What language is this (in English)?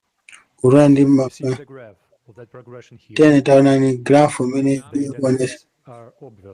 Nyanja